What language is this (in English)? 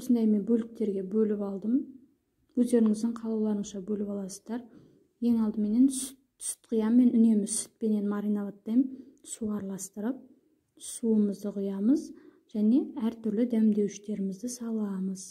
Kazakh